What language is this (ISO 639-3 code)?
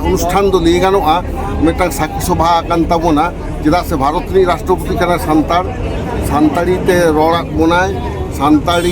sat